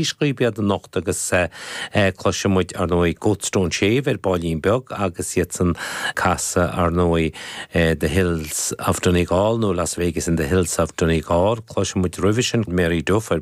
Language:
Irish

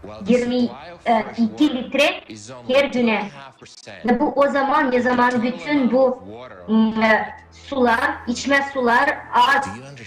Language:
Gagauz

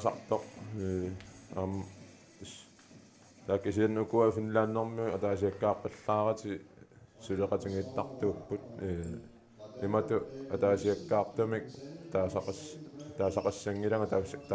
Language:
Kalaallisut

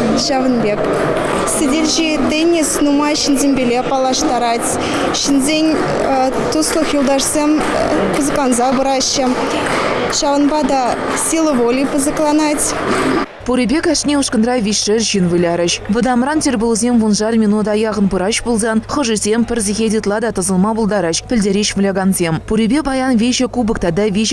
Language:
Chuvash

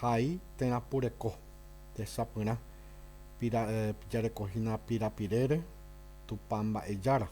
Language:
Guarani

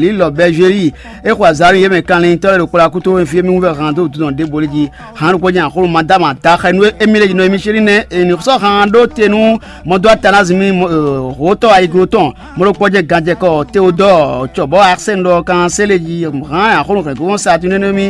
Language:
Fon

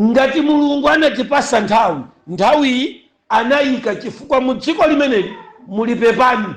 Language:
Nyanja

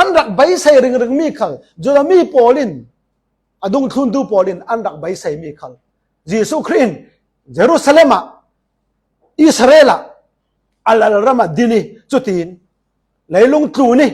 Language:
Falam Chin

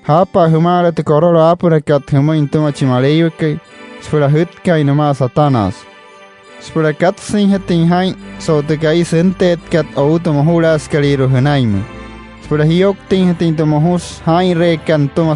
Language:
Wayuu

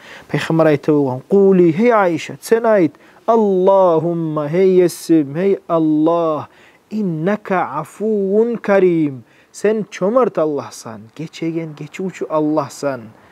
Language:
Kumyk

